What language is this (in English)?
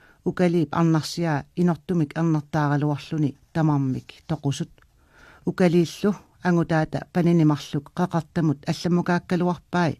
Kalaallisut